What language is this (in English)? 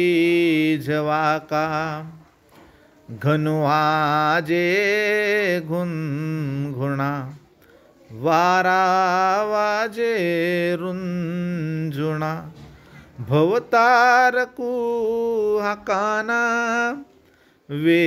Marathi